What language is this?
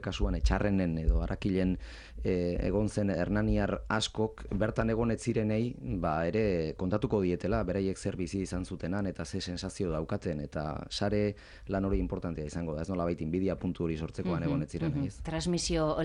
Basque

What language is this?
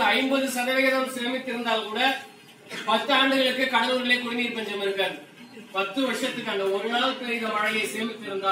Tamil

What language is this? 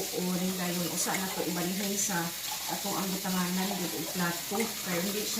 Cebuano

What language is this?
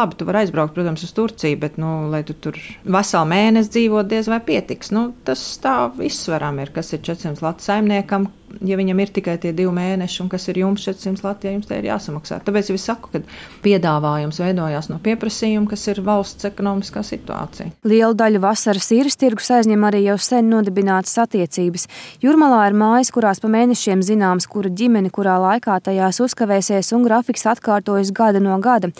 Latvian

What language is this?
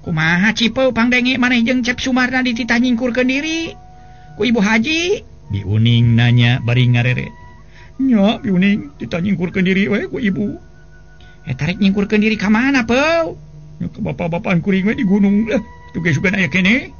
Sundanese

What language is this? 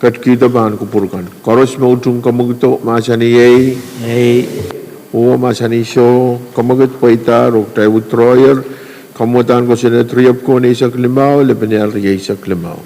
Pohnpeian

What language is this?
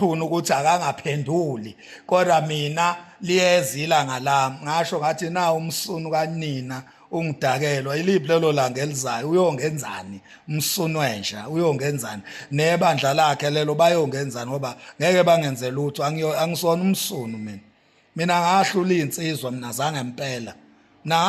Zulu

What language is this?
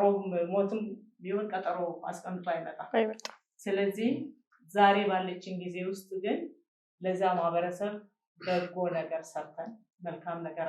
Amharic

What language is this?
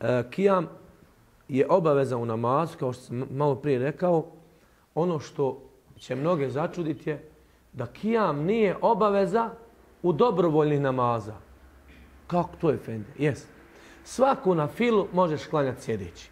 Bosnian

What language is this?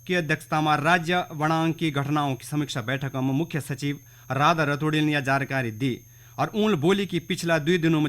Garhwali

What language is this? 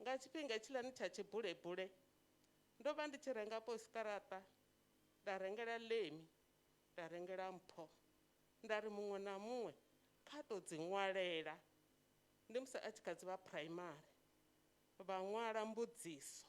Venda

